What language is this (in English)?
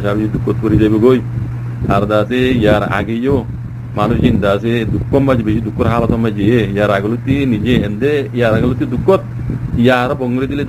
Rohingya